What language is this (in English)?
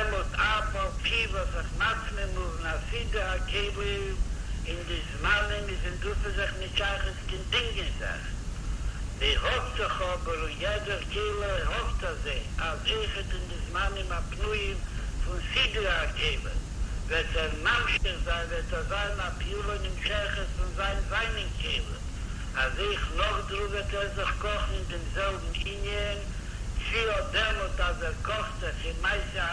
Yiddish